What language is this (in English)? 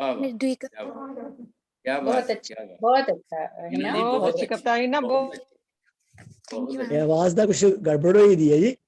Dogri